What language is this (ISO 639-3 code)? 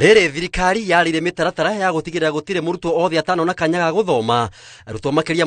kik